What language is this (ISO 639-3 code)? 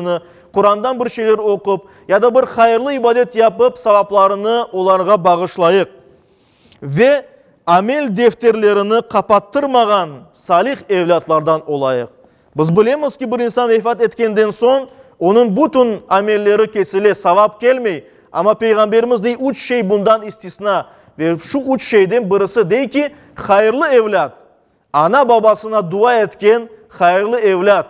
crh